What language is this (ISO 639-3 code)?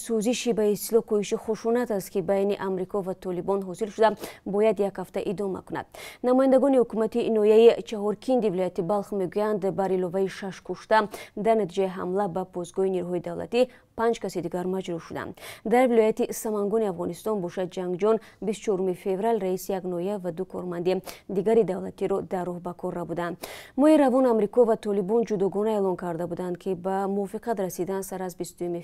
tgk